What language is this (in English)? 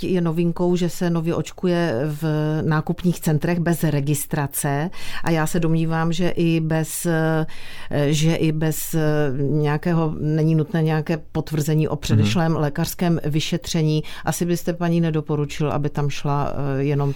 Czech